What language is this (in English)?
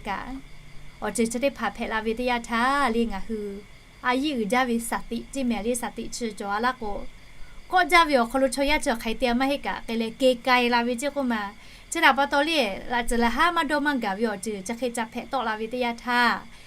Lahu